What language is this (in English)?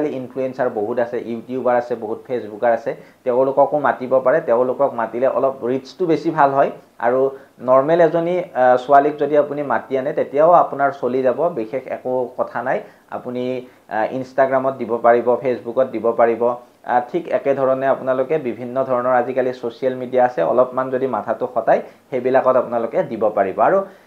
Assamese